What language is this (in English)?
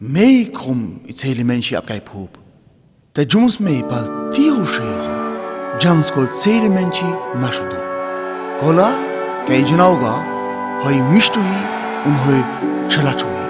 Sinte Romani